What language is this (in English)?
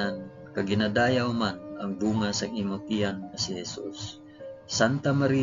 Hiligaynon